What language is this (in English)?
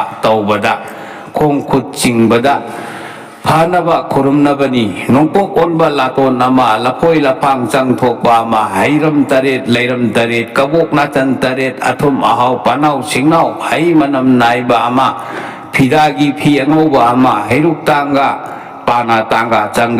Manipuri